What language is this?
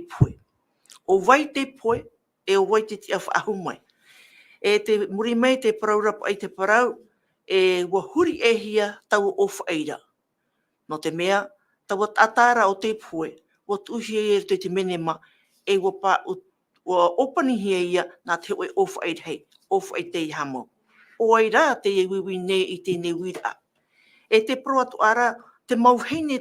Tahitian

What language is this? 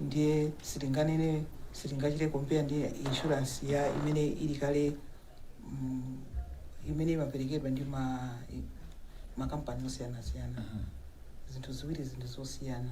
Nyanja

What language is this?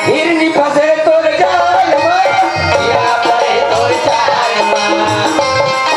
Chhattisgarhi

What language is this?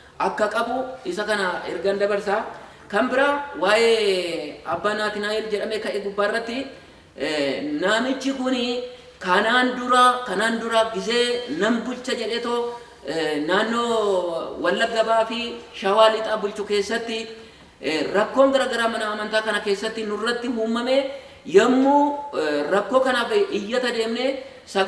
Oromo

